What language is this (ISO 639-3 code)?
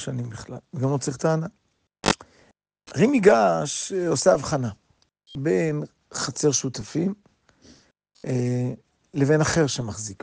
heb